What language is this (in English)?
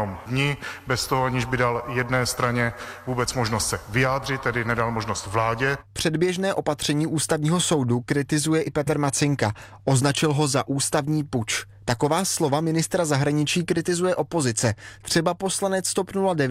Czech